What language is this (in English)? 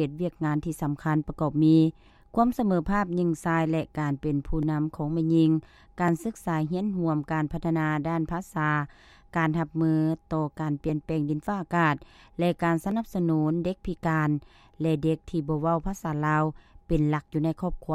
Lao